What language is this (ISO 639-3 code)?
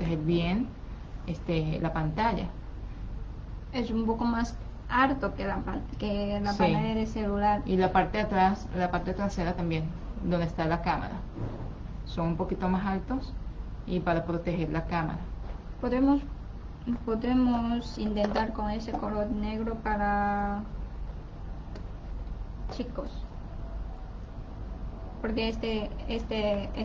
spa